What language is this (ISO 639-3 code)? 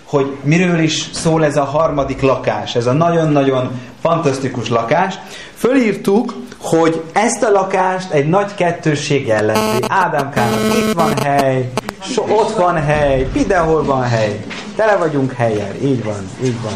hun